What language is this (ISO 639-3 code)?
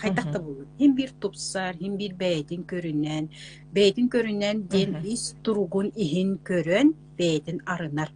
sah